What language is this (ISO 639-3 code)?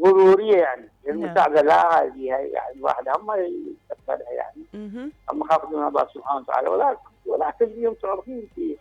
acm